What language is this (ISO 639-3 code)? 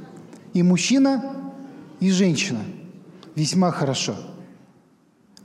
rus